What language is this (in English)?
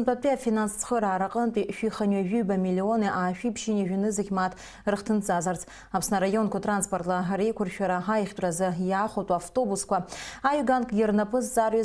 Abkhazian